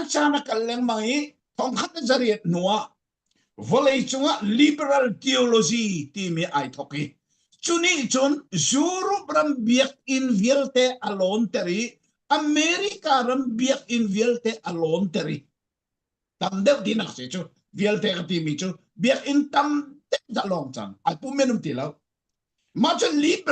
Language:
Falam Chin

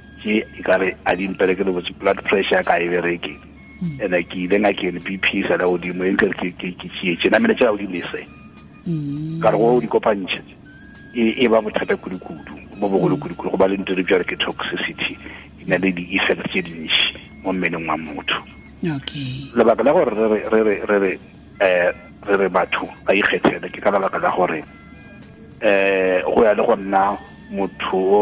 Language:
Tswana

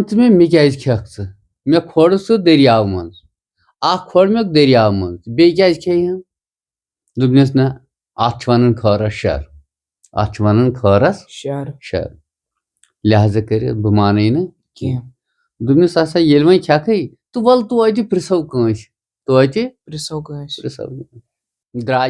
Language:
Kashmiri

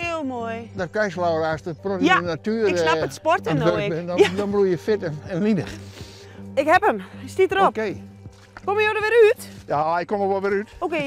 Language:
Western Frisian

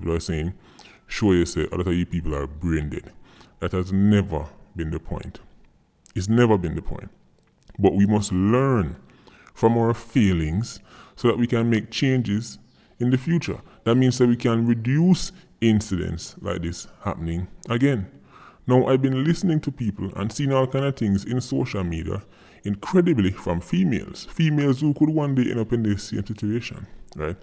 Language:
Jamaican Creole English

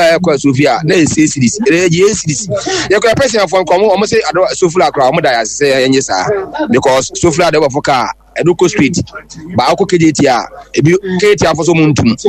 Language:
Akan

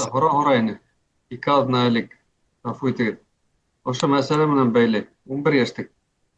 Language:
Bashkir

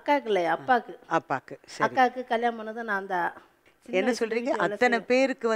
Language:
Tamil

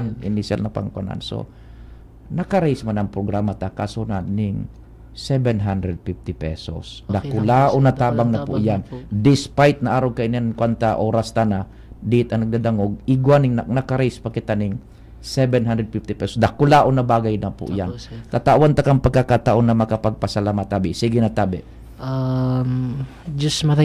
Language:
Bikol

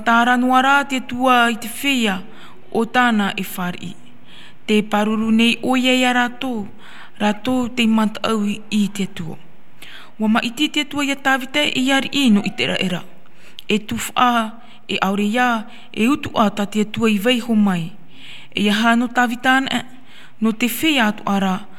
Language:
Tahitian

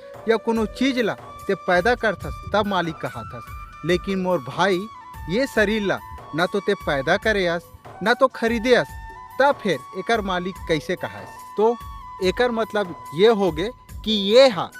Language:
Chhattisgarhi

